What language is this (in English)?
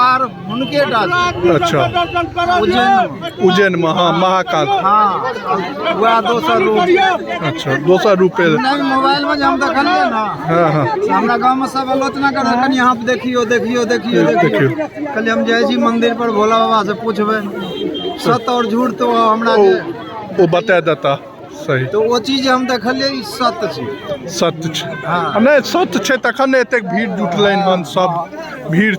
Maithili